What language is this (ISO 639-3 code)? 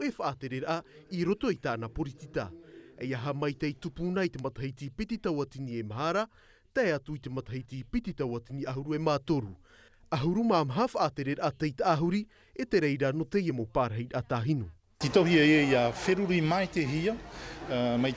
tah